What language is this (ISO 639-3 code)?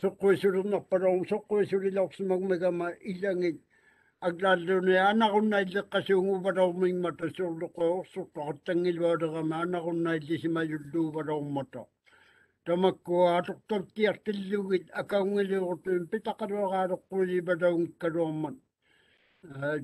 mri